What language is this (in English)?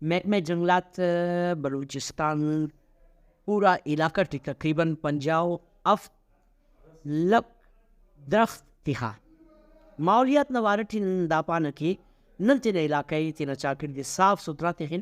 Brahui